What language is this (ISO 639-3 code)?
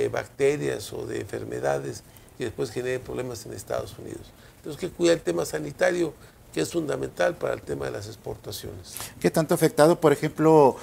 spa